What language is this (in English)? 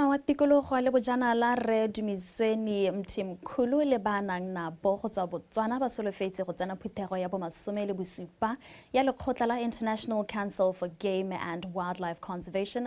Tswana